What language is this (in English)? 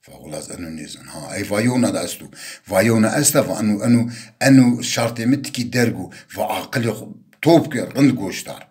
Zaza